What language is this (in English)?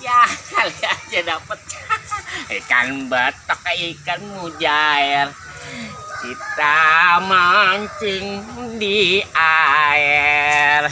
Betawi